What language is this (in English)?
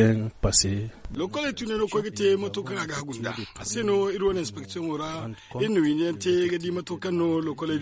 Zarma